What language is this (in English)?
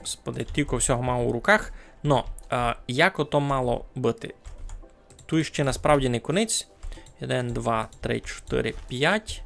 Rusyn